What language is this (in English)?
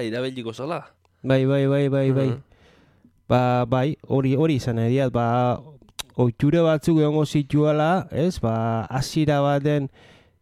Basque